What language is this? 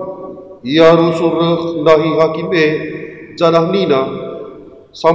Batak Karo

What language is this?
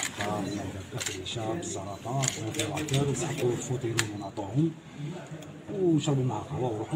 Algerian Arabic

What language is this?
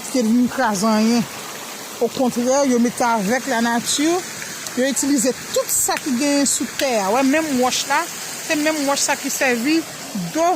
Haitian Creole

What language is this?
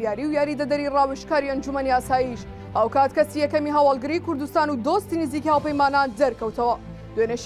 Central Kurdish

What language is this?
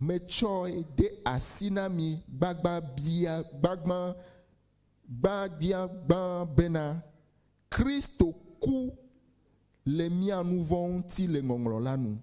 Ewe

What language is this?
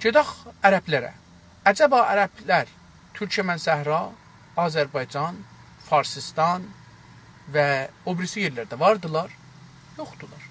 South Azerbaijani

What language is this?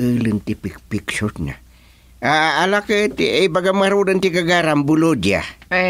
Iloko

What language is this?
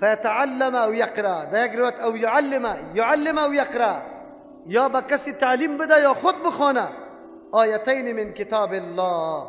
Persian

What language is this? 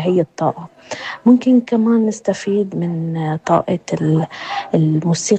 North Levantine Arabic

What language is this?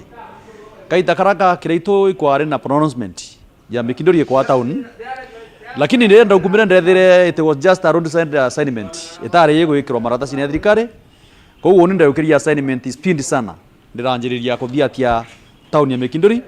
Meru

